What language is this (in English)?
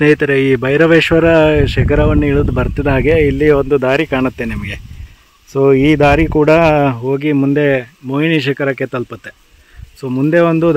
Kannada